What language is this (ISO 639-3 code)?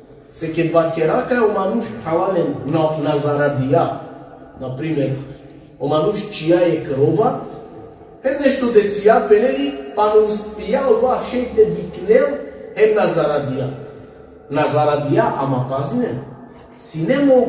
rmn